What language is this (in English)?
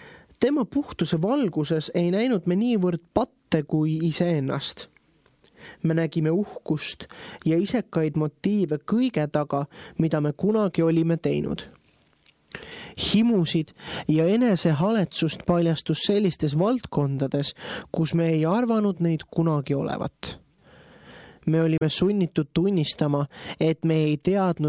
Estonian